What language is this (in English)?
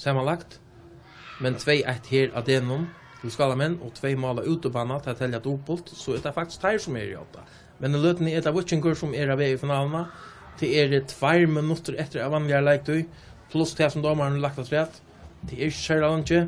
Faroese